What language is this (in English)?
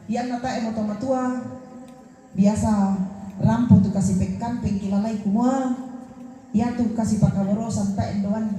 Toraja-Sa'dan